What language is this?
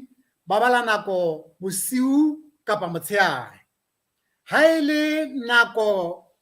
Southern Sotho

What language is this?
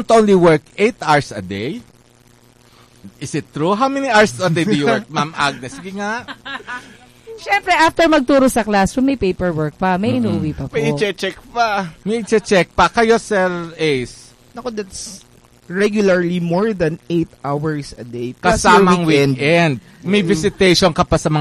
Filipino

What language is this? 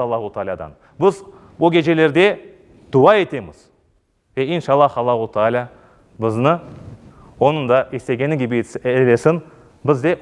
Crimean Tatar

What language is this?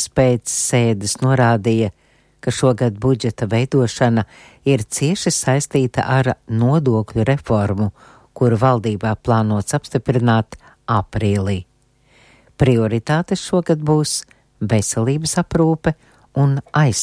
Latvian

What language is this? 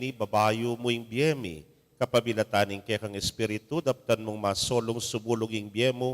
Pampanga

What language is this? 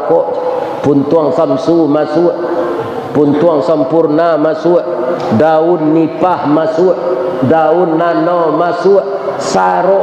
Minangkabau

